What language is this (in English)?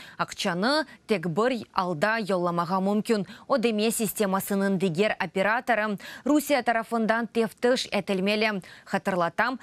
Crimean Tatar